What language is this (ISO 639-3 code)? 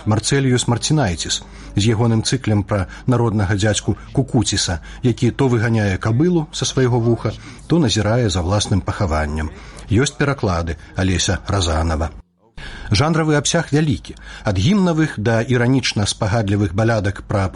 bel